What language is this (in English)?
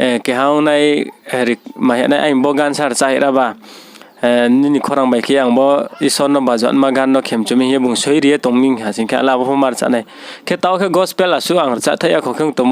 Riang (India)